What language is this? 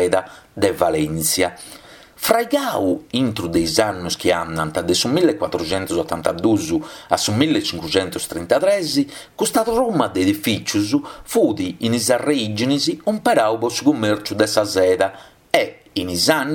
Sardinian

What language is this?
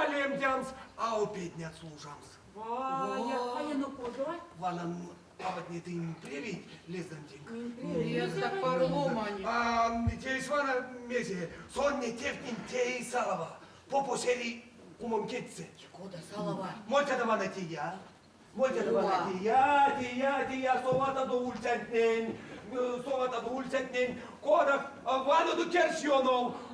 Erzya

